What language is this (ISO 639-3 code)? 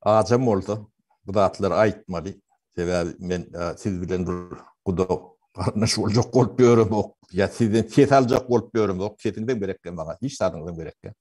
tuk